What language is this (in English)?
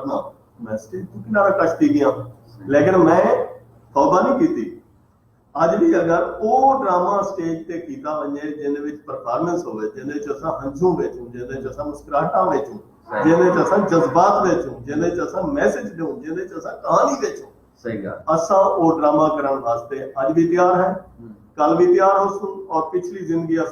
Saraiki